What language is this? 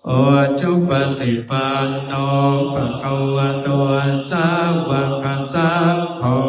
Pali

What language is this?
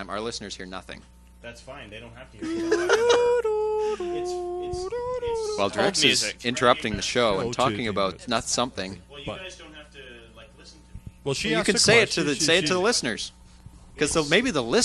English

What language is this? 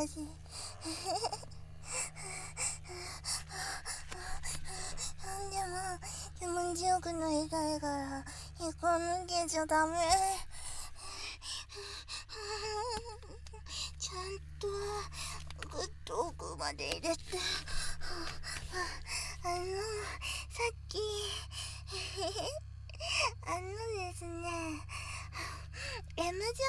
Japanese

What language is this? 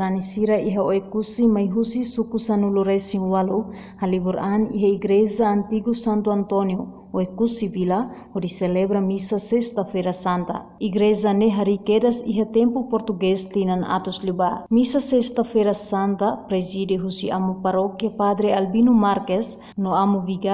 Tetum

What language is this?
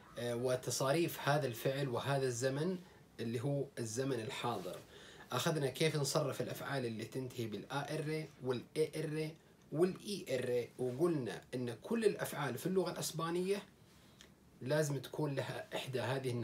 Arabic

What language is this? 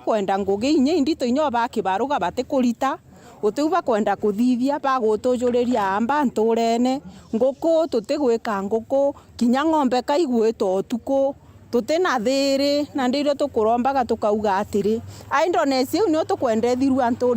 Meru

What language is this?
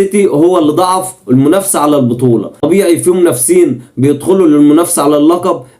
Egyptian Arabic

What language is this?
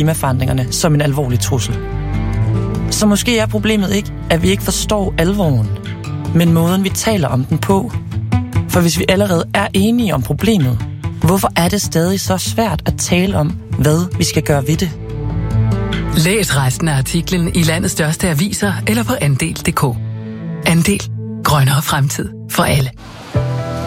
Danish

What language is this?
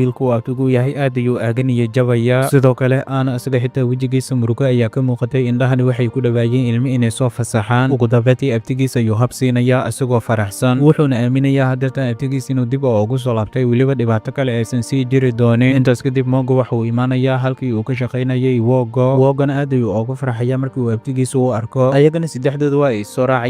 Somali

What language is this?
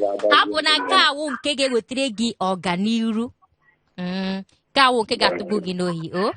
Igbo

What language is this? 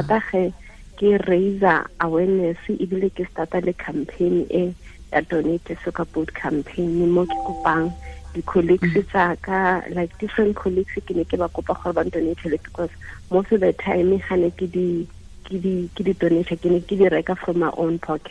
Tswana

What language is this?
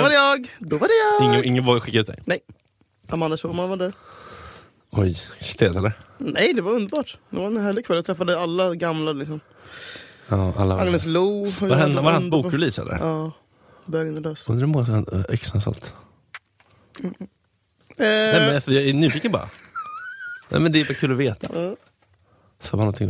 Swedish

